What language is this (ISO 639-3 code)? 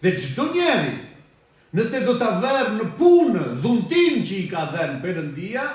sqi